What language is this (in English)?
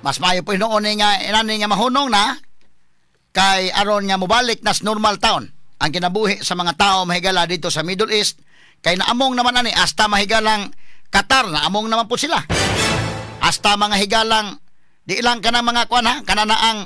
Cebuano